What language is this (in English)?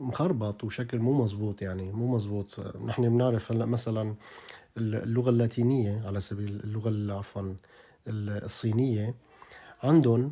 North Levantine Arabic